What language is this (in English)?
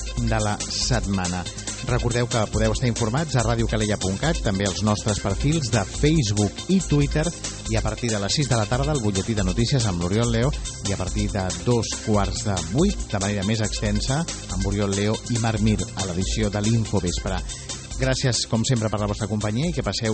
Catalan